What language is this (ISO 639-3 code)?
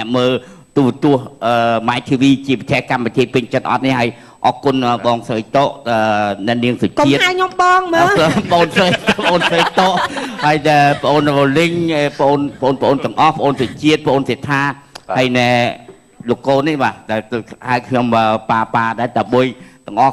khm